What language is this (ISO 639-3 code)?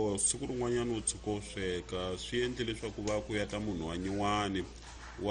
tso